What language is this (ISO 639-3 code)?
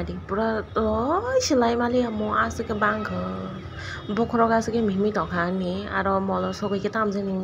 trp